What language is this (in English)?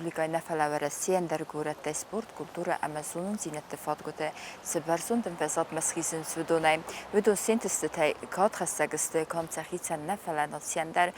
Ossetic